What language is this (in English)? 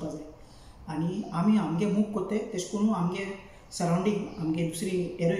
Konkani